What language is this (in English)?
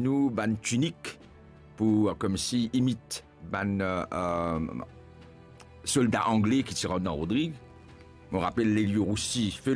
Morisyen